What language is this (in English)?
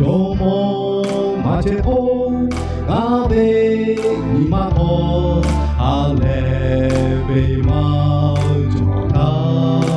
Lahu